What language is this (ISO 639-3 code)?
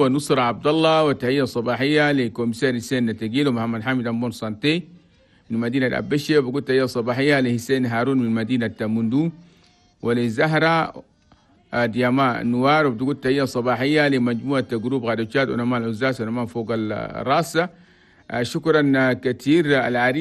shu